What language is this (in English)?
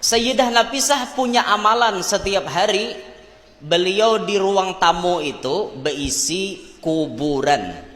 Banjar